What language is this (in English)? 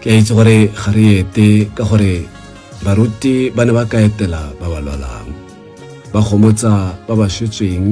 Tswana